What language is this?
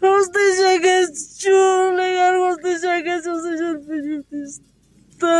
South Bolivian Quechua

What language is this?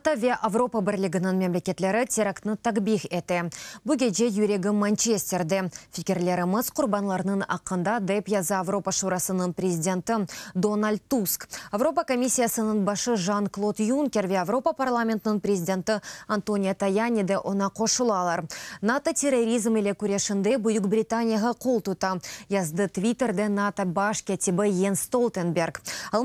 Crimean Tatar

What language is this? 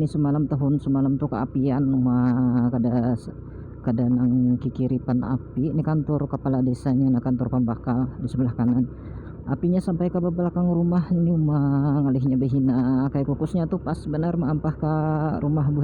Banjar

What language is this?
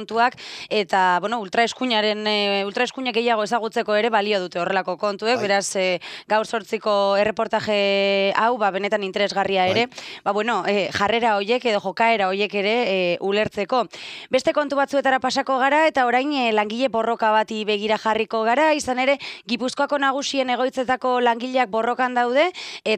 Basque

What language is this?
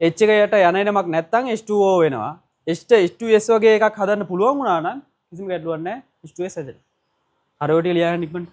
Sinhala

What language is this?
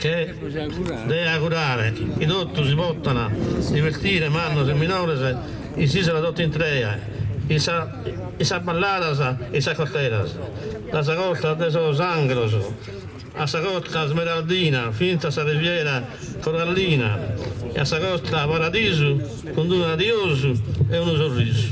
Sardinian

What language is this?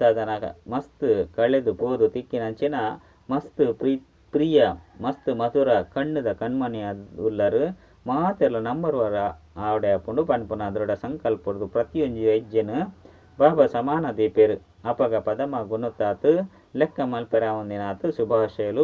Tulu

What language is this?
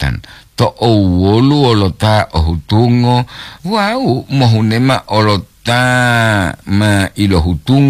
Gorontalo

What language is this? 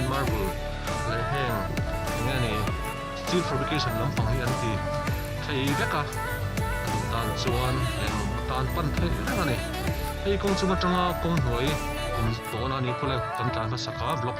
Mizo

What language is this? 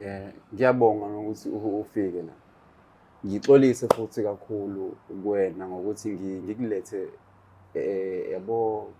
Zulu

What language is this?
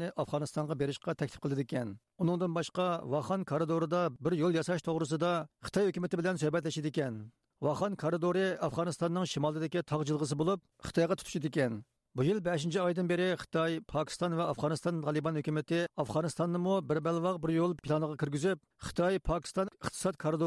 Uyghur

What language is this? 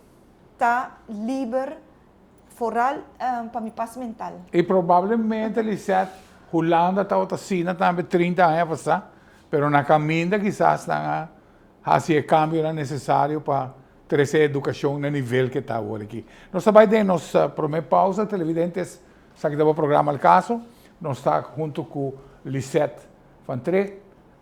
Papiamento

